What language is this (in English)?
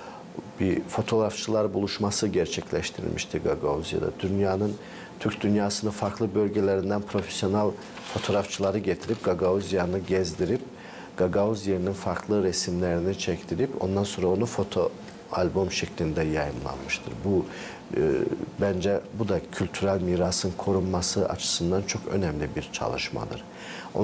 Gagauz